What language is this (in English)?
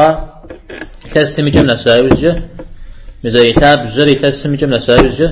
Kabardian